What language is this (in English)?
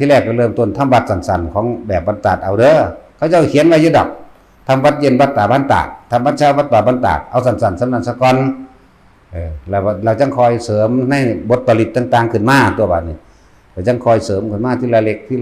Northeastern Thai